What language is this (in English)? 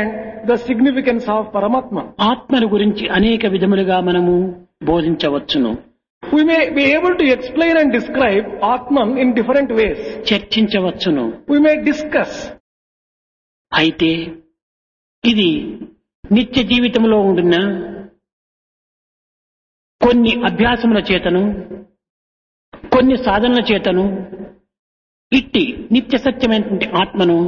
Telugu